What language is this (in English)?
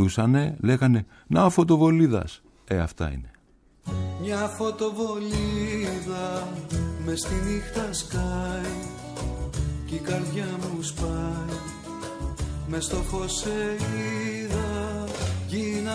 Greek